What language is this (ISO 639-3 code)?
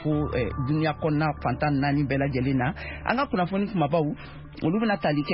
bam